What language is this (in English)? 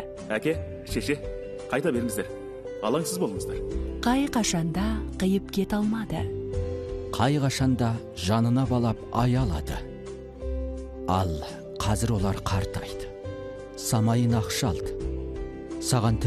Kazakh